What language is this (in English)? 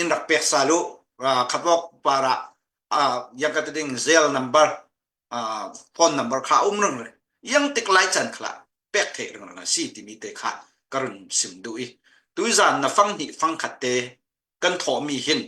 Falam Chin